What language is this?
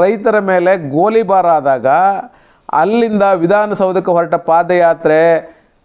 Kannada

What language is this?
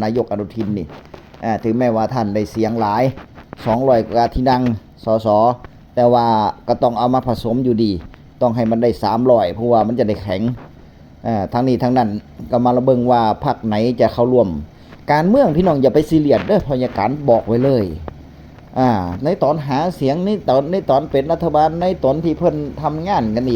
Northeastern Thai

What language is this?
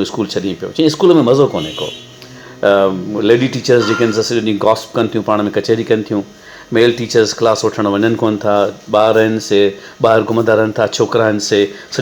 Sindhi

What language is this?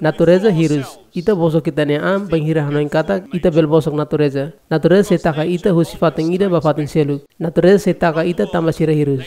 Tetum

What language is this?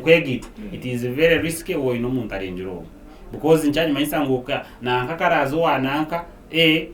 Nyankole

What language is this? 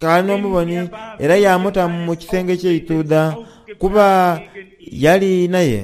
Soga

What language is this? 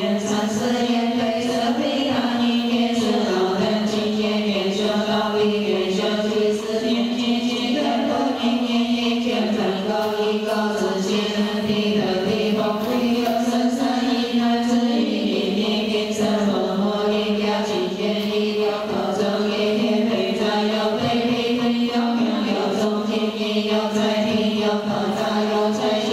Chinese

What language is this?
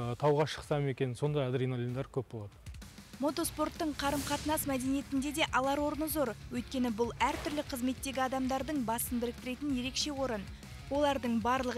Kazakh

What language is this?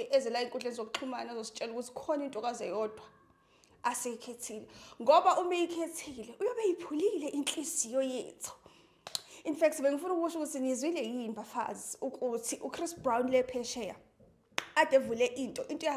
Zulu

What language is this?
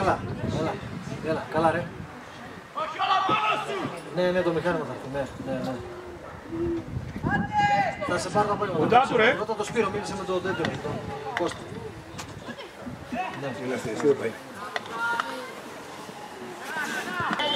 Greek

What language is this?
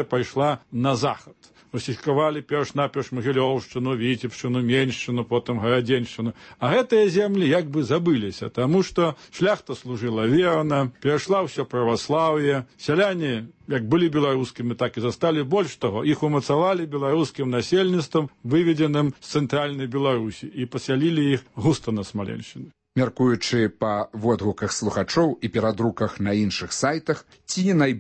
Belarusian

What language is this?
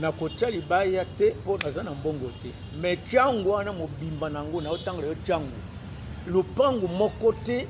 Lingala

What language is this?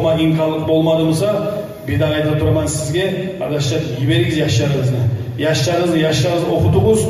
Kumyk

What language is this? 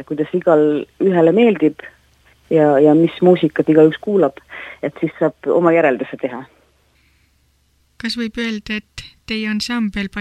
Estonian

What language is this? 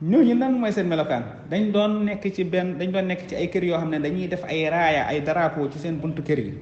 Wolof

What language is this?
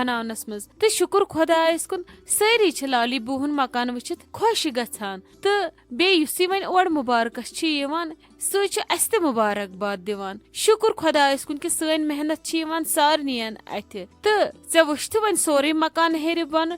Kashmiri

